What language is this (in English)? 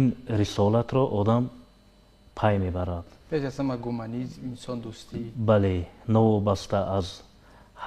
Tajik